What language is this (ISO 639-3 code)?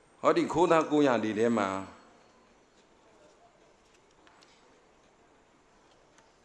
mya